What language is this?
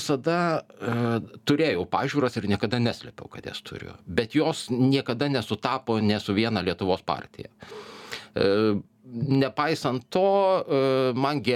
Lithuanian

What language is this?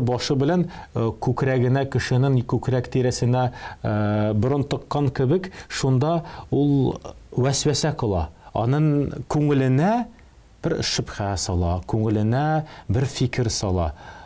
Tatar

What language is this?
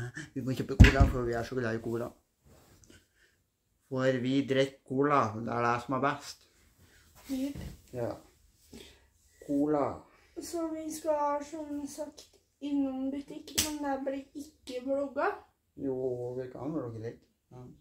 Norwegian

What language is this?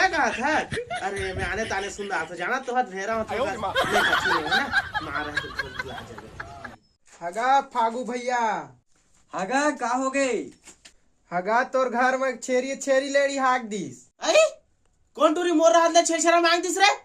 Chhattisgarhi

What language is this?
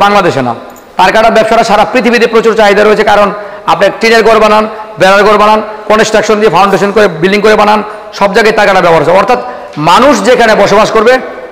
Bangla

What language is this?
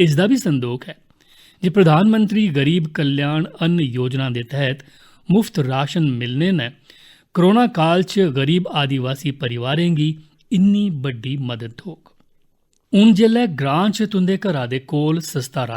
Dogri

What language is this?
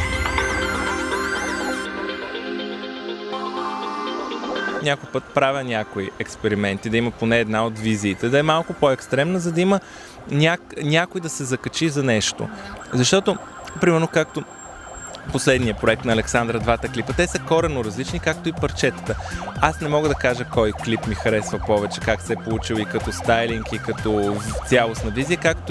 Bulgarian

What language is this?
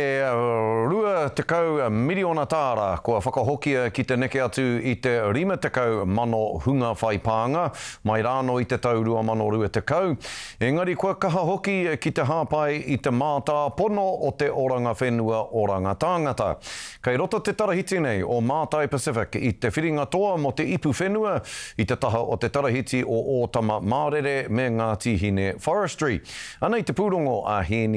Māori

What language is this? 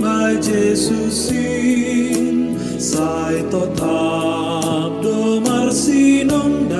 Batak Simalungun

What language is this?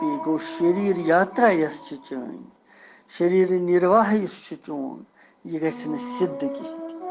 Kashmiri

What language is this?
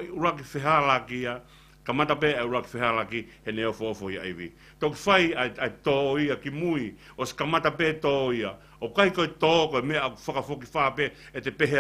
Tongan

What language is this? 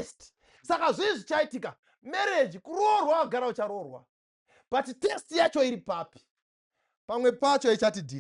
Shona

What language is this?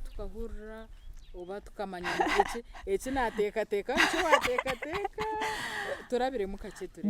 Nyankole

